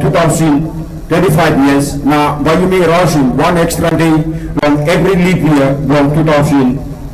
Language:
Tok Pisin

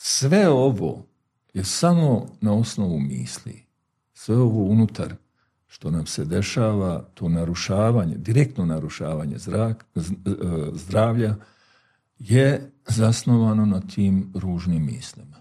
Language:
Bosnian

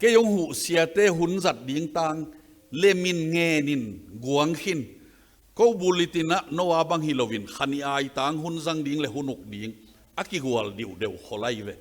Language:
Tedim Chin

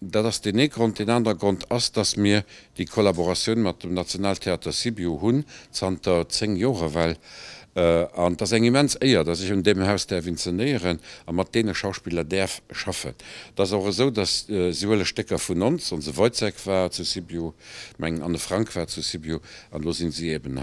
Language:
Luxembourgish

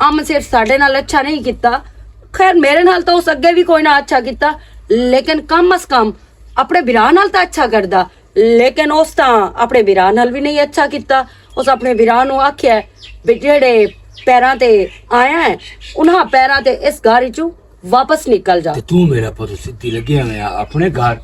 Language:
Western Panjabi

